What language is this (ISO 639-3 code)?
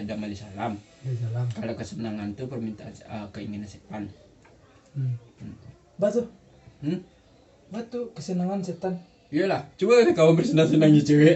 min